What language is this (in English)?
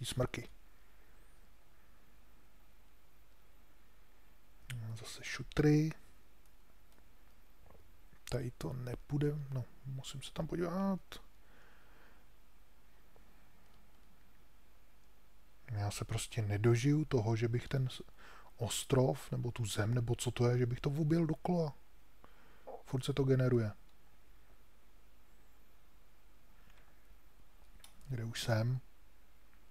Czech